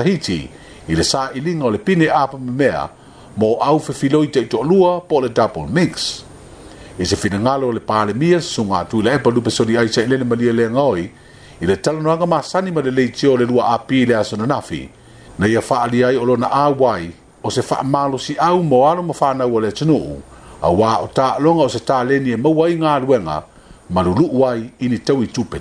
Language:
Samoan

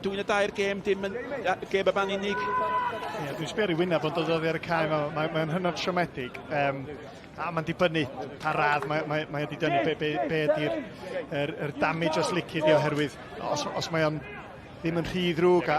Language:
Welsh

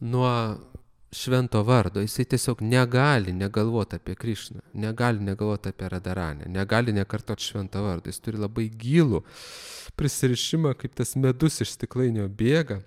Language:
Lithuanian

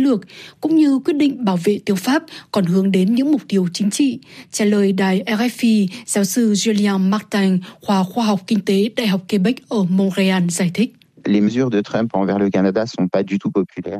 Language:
Vietnamese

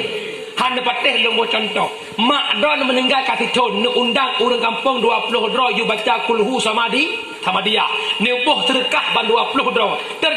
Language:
Achinese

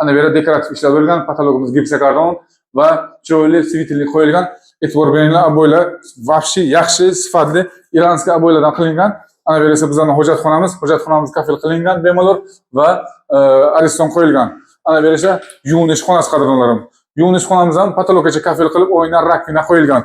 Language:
Uzbek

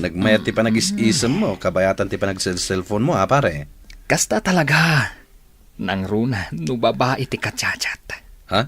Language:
Iloko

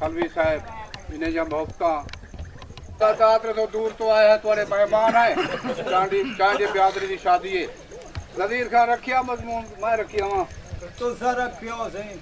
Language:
Saraiki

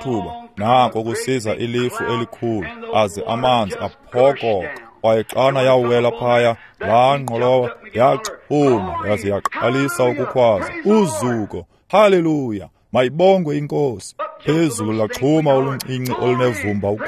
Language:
Xhosa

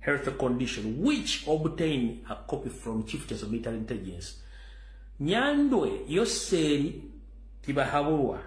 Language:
Ganda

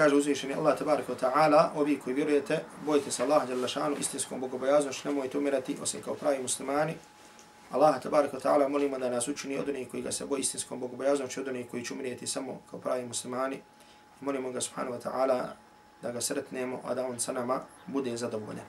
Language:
Bosnian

